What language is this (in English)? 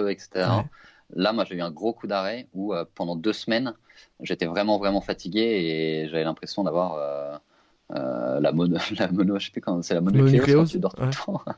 French